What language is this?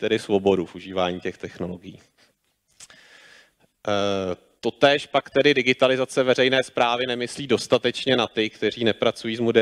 Czech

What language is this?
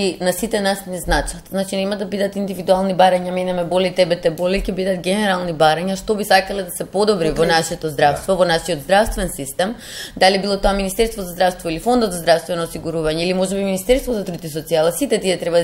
Macedonian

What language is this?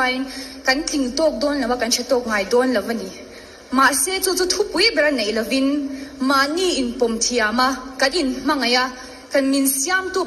Mizo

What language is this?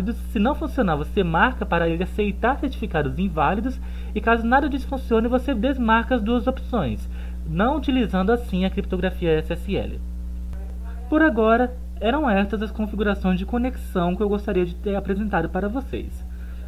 Portuguese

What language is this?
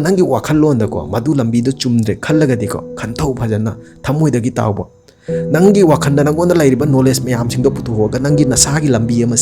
Manipuri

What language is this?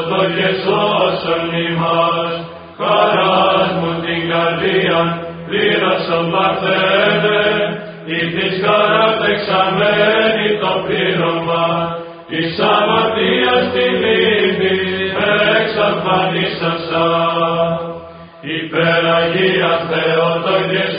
Greek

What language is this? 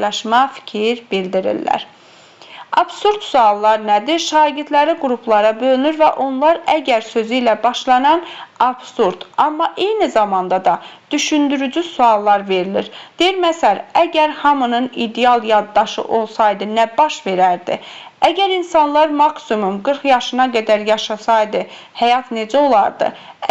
Azerbaijani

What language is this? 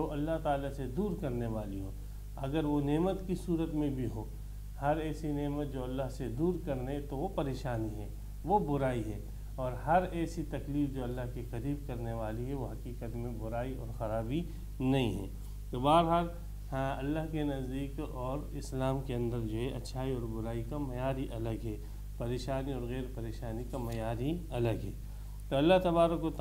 Urdu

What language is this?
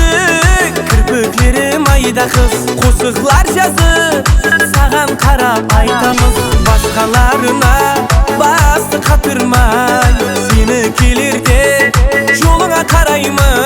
Kara-Kalpak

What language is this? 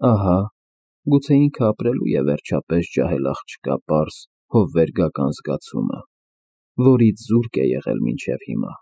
Armenian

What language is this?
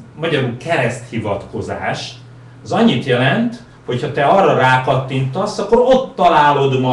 Hungarian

